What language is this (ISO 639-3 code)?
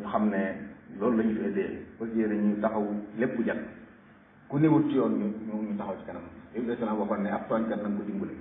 wol